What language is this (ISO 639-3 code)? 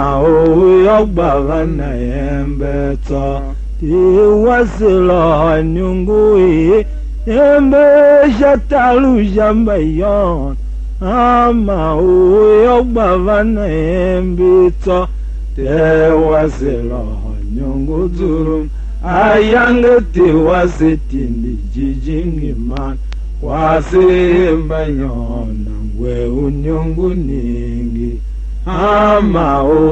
tiv